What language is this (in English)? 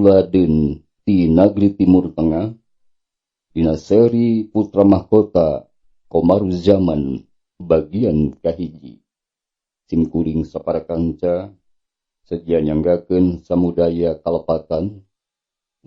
Sundanese